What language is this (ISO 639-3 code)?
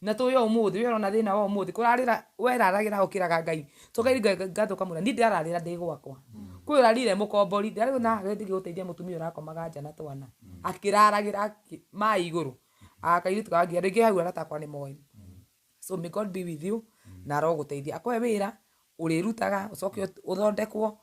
kik